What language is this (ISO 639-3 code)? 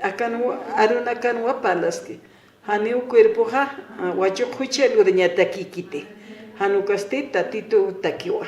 aym